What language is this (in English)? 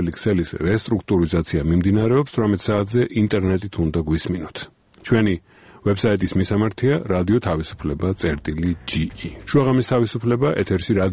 Georgian